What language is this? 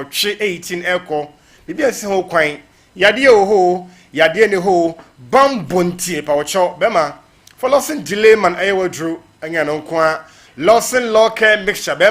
Akan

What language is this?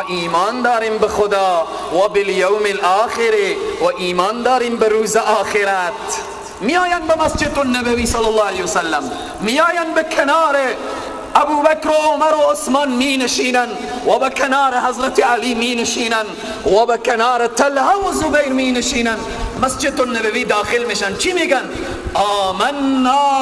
Persian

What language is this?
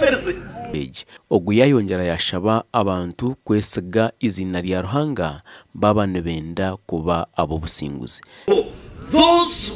Nyankole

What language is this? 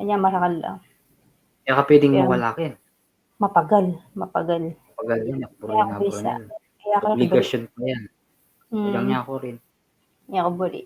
Pampanga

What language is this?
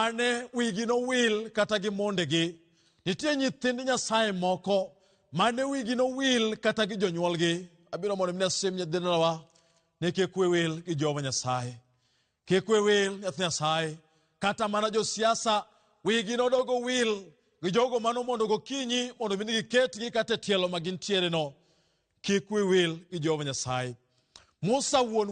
Luo (Kenya and Tanzania)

